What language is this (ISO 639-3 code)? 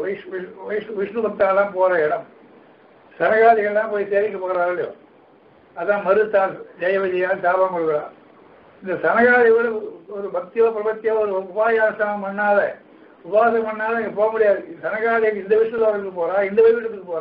tam